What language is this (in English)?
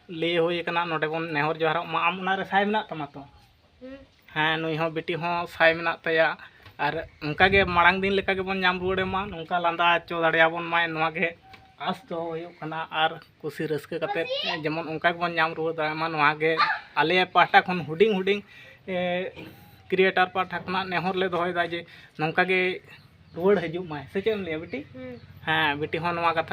Santali